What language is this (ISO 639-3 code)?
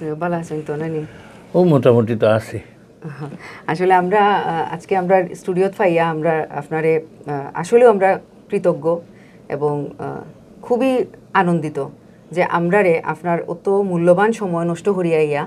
syl